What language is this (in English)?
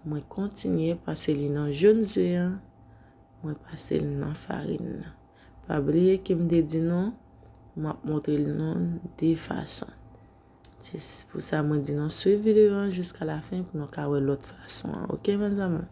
Haitian Creole